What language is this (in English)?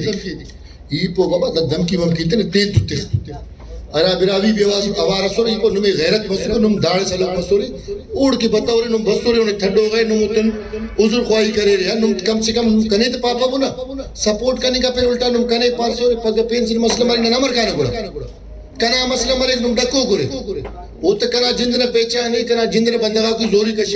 Brahui